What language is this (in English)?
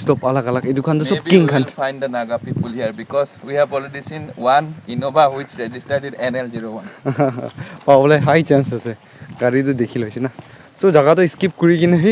Naga Pidgin